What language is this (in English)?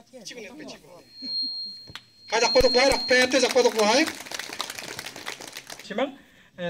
Garo